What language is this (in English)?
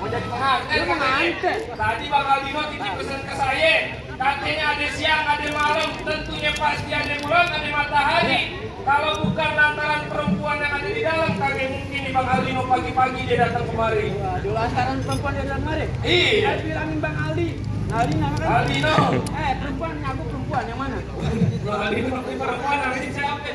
Betawi